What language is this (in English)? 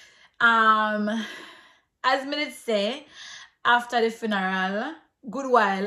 Jamaican Creole English